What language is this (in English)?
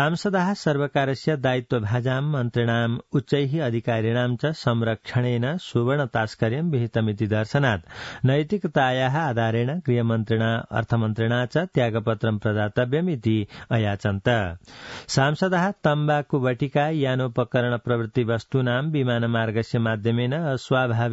Sanskrit